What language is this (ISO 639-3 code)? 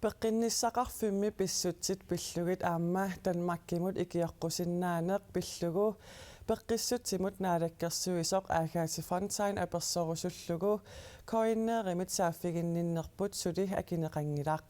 kal